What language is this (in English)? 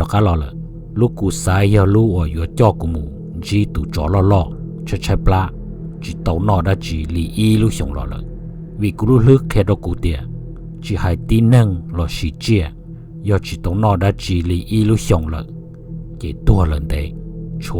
Hmong